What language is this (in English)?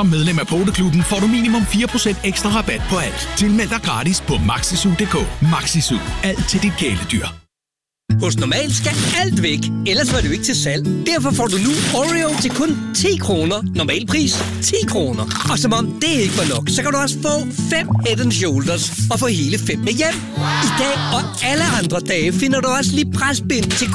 Danish